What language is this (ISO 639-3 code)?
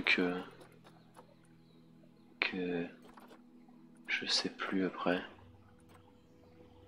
fra